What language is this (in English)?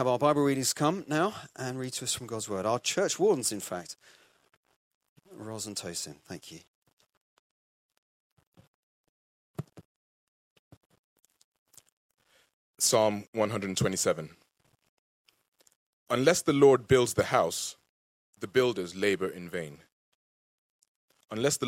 English